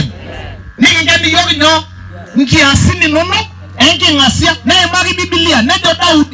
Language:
Masai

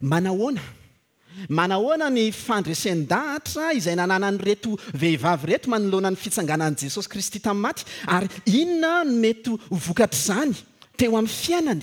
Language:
Malagasy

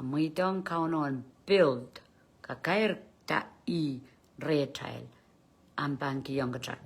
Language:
Pohnpeian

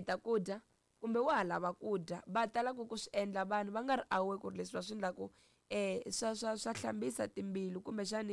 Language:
Tsonga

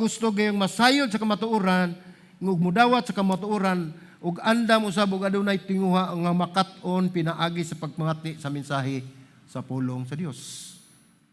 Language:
Cebuano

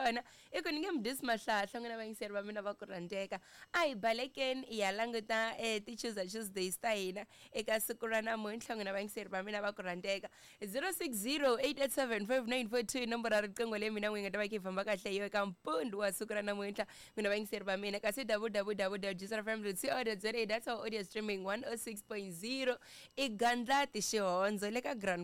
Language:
Tsonga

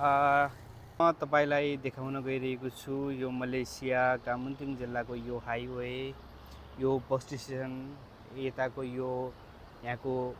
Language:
Nepali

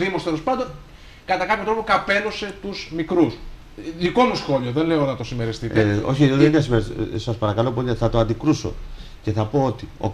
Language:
Greek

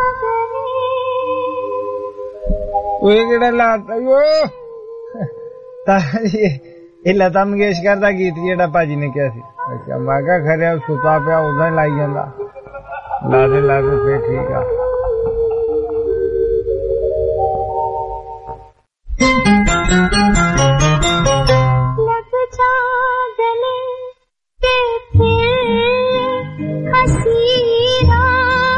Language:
Punjabi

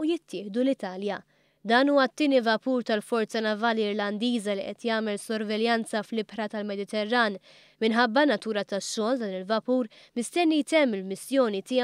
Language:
Maltese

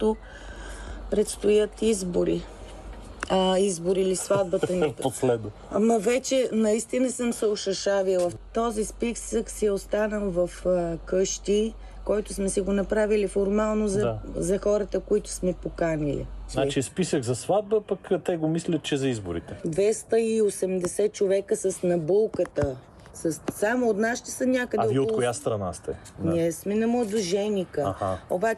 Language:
Bulgarian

